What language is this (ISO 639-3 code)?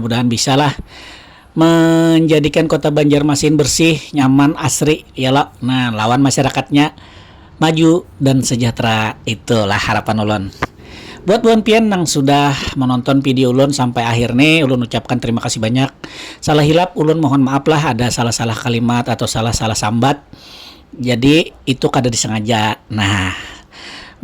bjn